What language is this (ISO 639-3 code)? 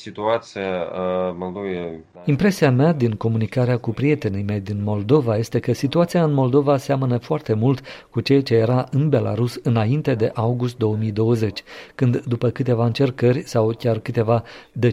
ron